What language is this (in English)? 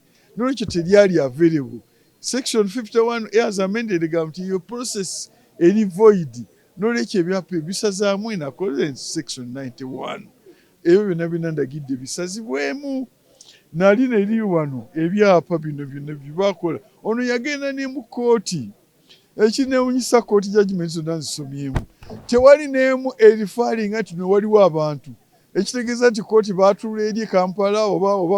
Ganda